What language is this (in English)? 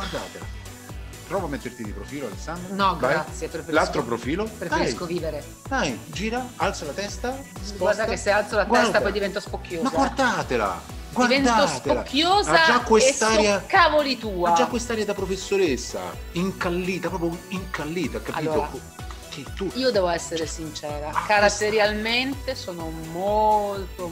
Italian